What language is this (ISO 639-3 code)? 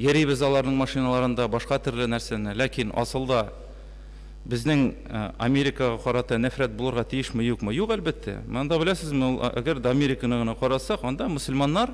tat